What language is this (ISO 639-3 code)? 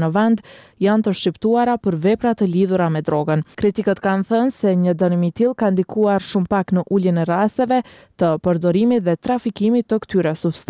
sqi